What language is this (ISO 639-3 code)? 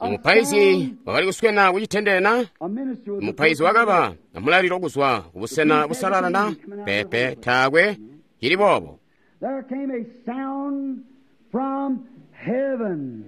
toi